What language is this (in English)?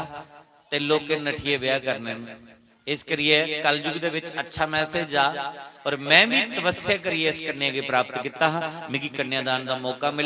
Dogri